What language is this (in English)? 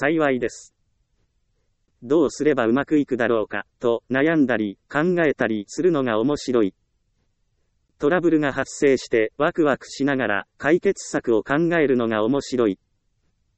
Japanese